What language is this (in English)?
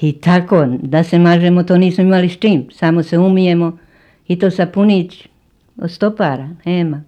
Serbian